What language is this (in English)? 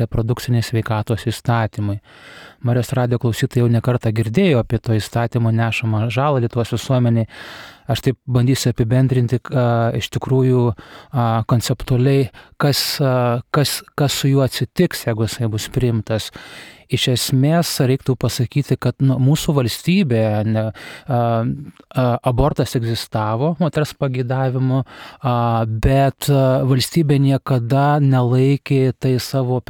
Lithuanian